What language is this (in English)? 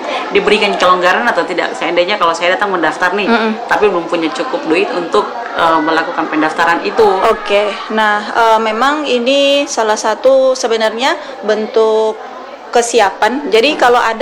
Indonesian